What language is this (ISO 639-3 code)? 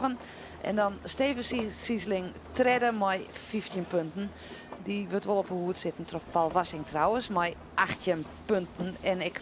fry